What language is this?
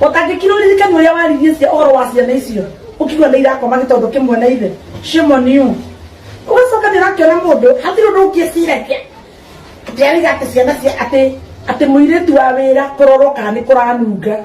Kikuyu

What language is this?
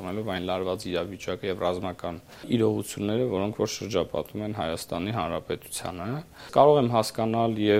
Armenian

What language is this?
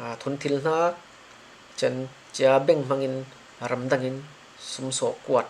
Falam Chin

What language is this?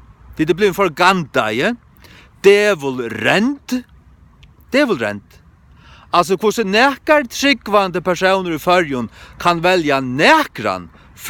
Faroese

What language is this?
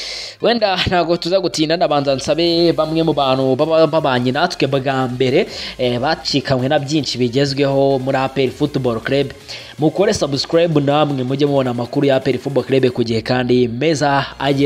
Kinyarwanda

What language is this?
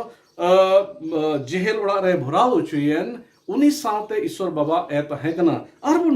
Santali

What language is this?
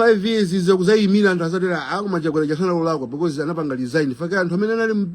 Nyanja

